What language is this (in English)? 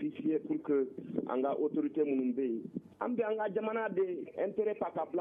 Bambara